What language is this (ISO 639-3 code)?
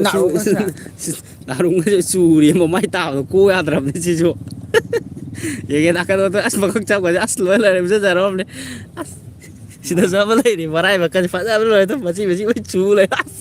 mni